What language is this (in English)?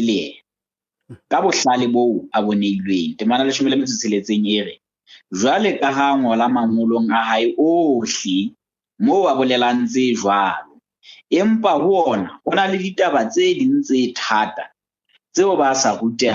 Southern Sotho